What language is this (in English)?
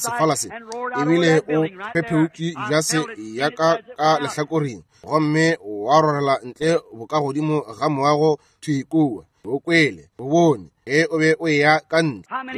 Northern Sotho